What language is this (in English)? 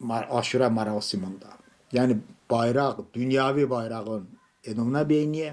Talysh